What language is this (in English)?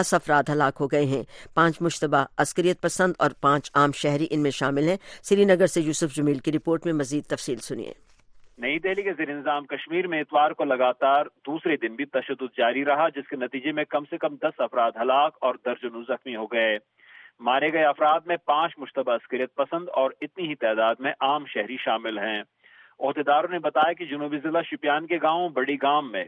Urdu